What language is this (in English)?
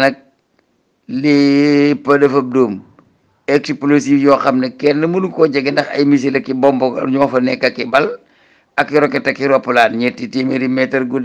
Wolof